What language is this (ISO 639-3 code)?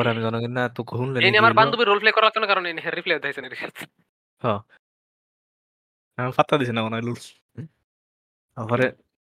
ben